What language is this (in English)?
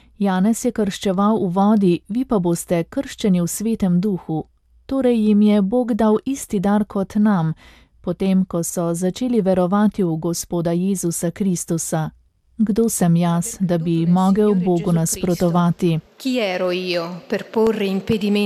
Slovenian